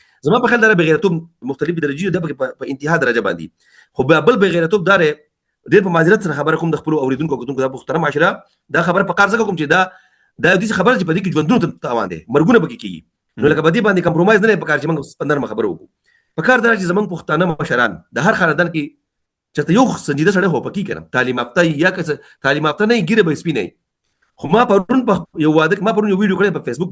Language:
Pashto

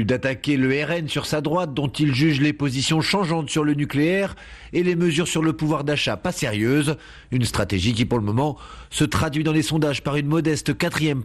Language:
French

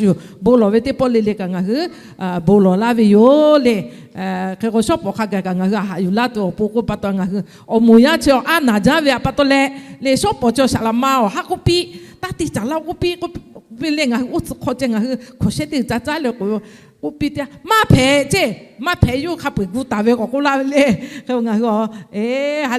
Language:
Lahu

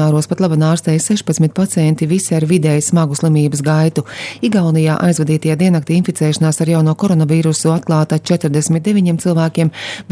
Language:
Latvian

